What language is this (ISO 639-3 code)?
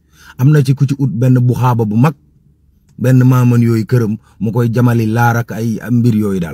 wol